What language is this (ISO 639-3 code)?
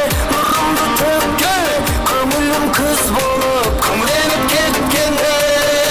kaa